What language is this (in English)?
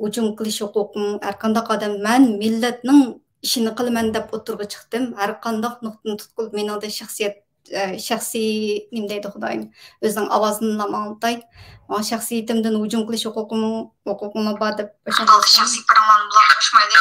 Uyghur